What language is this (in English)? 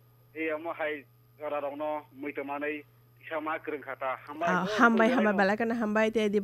Kok Borok